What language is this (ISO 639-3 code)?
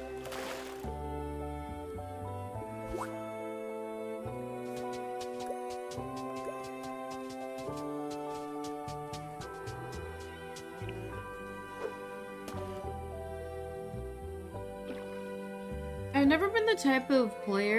eng